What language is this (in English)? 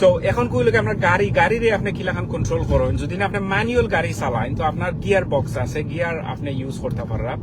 Sylheti